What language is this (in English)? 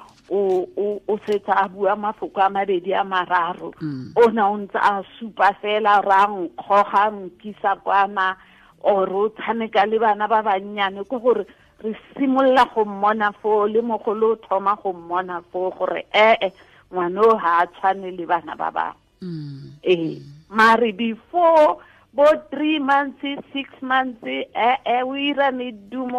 Tswana